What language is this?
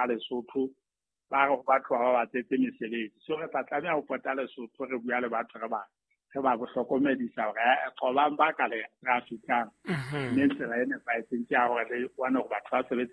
Southern Sotho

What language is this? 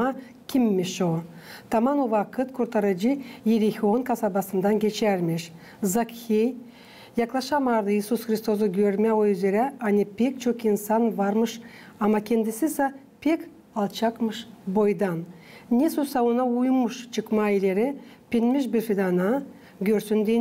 Gagauz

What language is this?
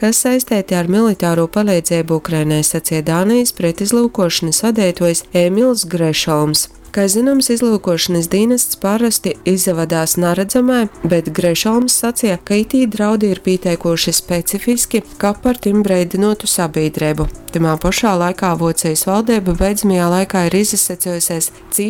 Latgalian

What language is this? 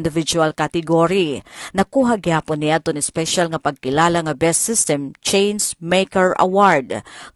Waray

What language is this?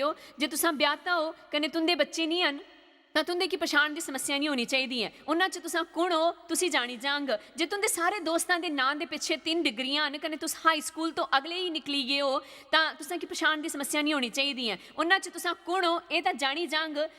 Dogri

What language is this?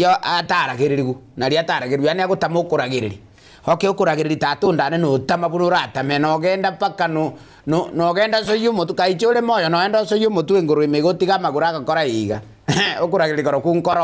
Gusii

